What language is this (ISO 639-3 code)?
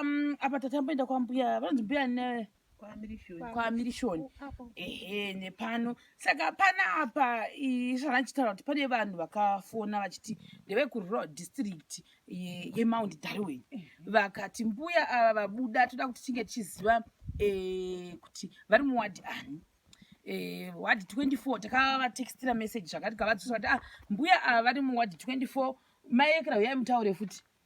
sna